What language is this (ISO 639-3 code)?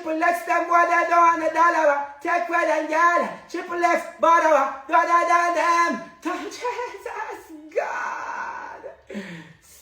jam